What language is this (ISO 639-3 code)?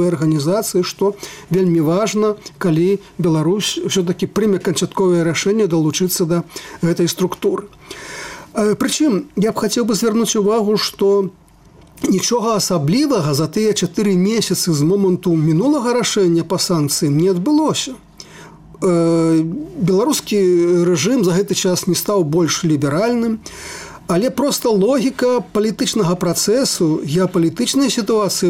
bel